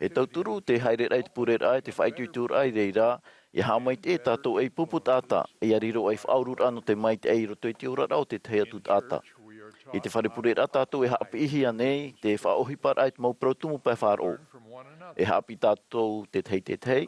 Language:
Tahitian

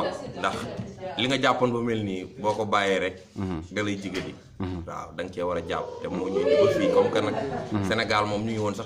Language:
Wolof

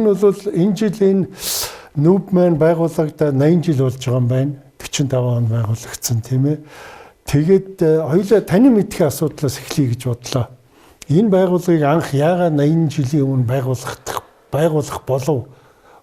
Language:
Mongolian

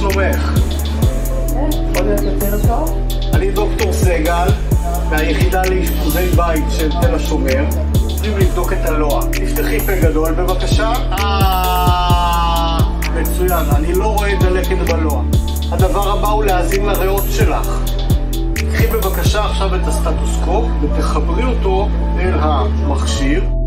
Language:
Hebrew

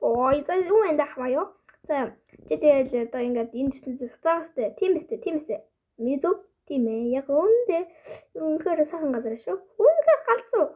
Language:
Mongolian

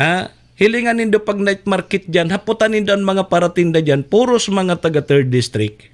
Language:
Bikol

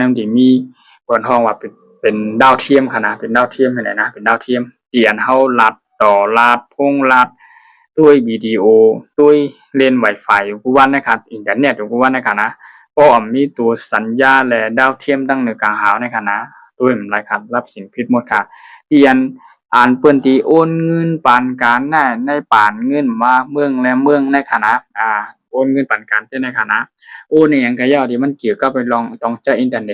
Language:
Shan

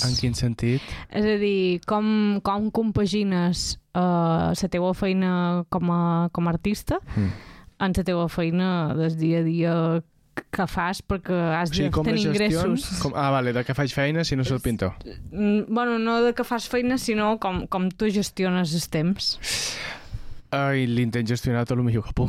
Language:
Catalan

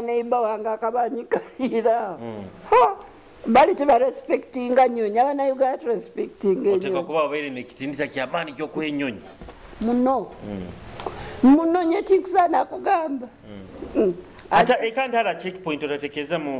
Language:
Nyoro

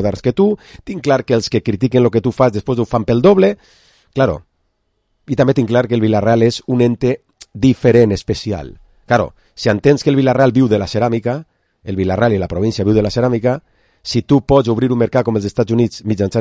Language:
Catalan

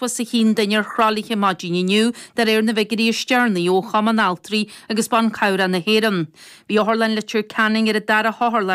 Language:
Irish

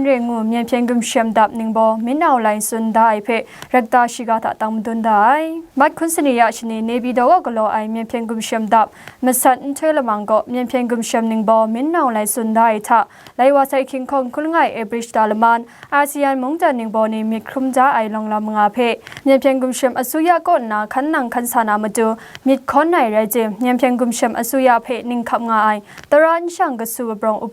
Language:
Kachin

